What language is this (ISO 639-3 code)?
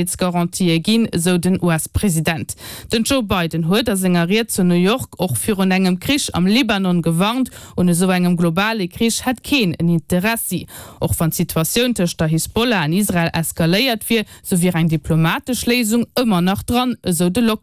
ltz